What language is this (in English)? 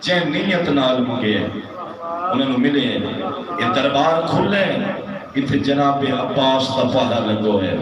Saraiki